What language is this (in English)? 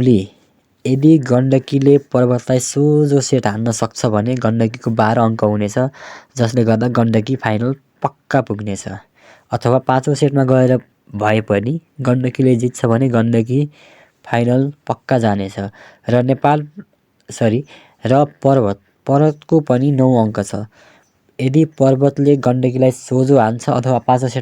Nepali